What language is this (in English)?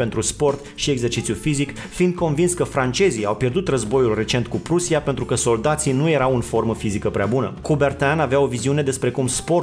Romanian